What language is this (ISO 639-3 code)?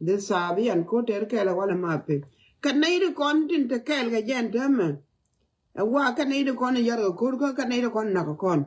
nus